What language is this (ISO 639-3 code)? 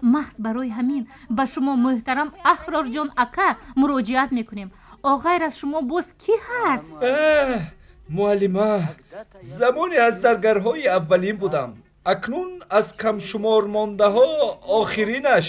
tgk